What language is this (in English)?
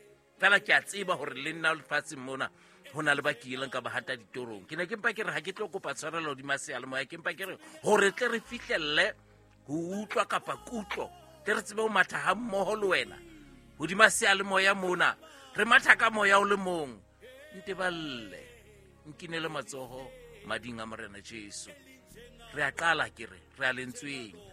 Southern Sotho